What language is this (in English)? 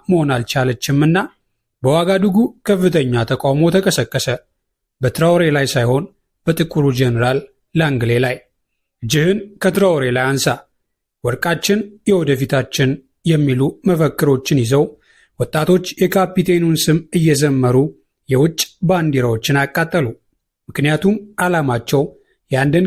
Amharic